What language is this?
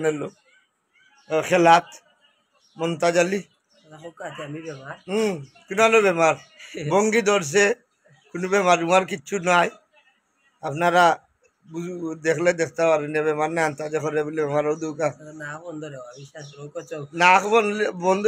Sylheti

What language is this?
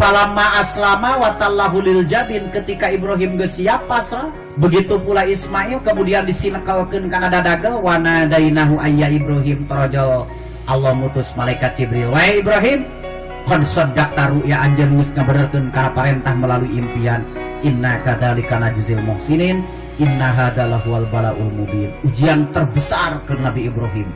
Sundanese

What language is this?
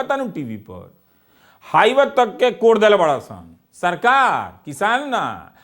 Bhojpuri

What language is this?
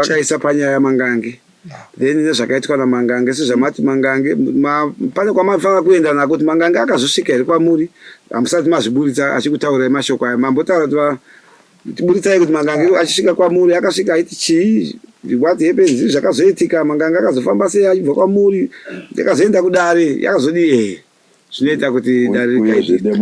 Shona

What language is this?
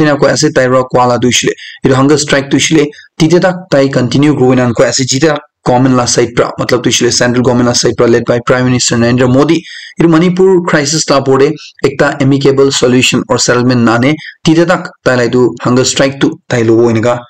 Naga Pidgin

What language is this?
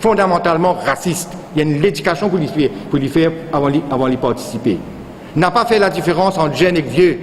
Morisyen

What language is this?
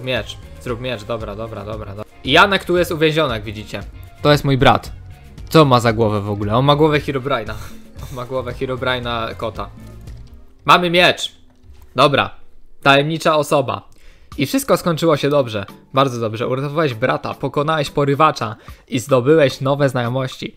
Polish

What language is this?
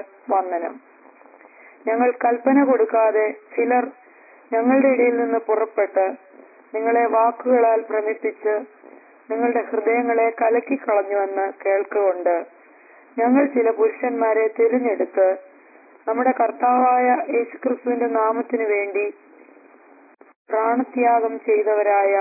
Malayalam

